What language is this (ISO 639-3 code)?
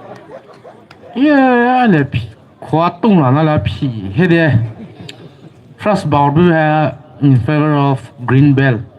pmx